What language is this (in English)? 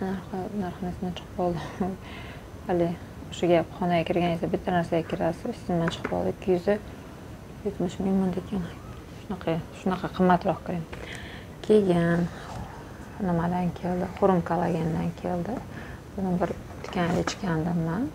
Uzbek